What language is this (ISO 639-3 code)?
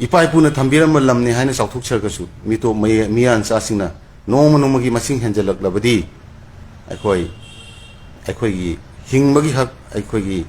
mni